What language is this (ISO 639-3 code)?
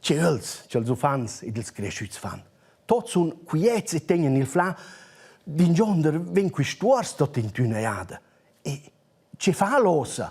roh